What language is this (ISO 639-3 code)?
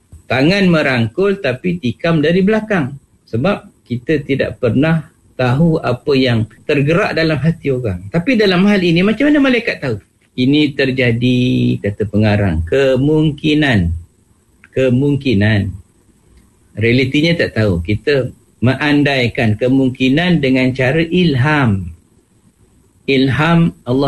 msa